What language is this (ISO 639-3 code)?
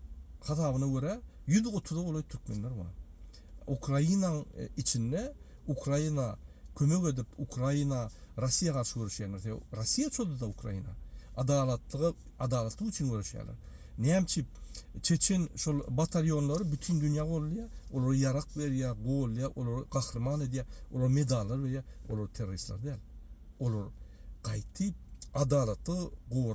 tuk